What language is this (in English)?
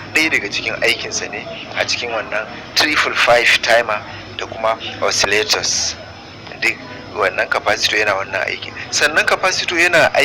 Hausa